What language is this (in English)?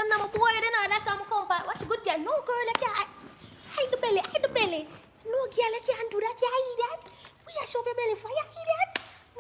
Jamaican Creole English